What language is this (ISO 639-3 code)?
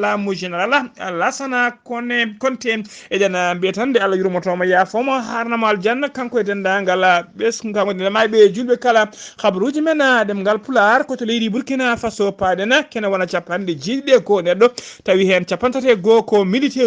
ful